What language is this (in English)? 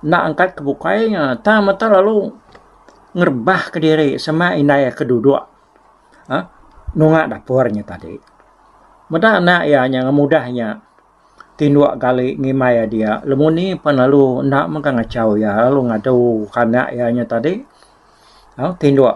Iban